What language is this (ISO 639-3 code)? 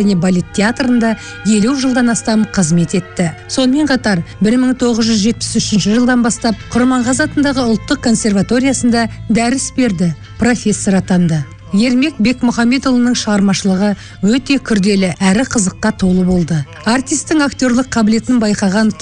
kaz